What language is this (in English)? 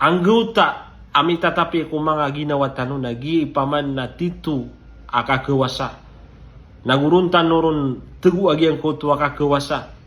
Maranao